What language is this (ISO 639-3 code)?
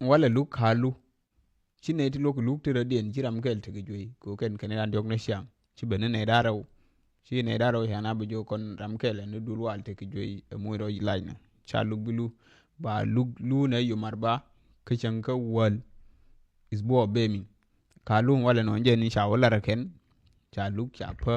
nus